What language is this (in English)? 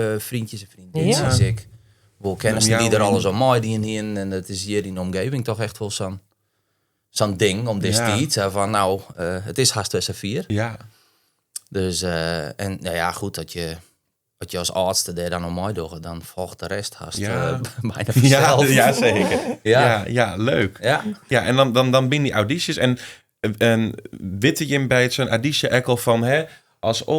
Western Frisian